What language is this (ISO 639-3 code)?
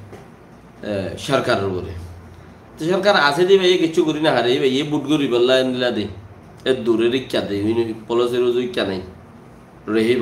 rhg